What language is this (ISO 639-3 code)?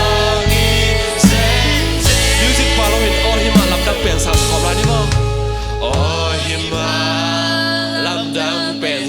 ctd